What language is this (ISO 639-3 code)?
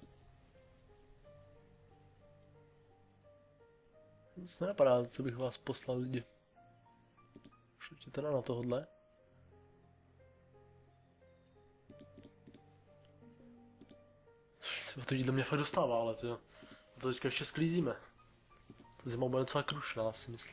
ces